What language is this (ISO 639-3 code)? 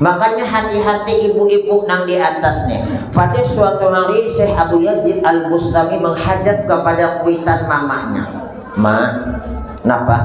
bjn